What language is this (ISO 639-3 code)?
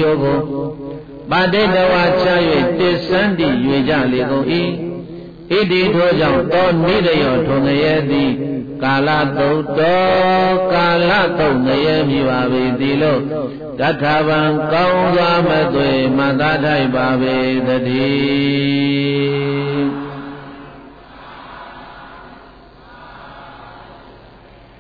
mya